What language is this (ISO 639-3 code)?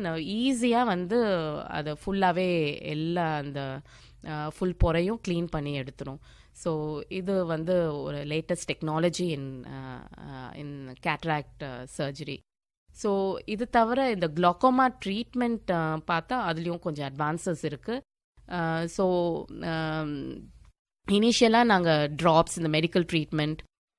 tam